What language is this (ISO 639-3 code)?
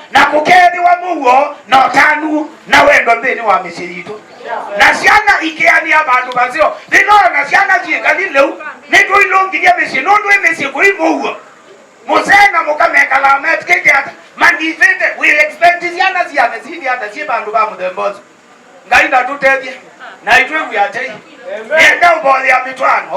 kam